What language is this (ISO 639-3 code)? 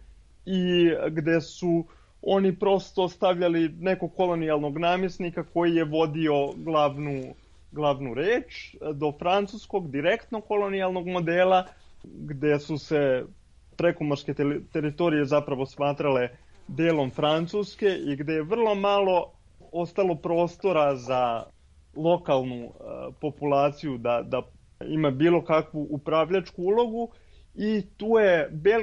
srp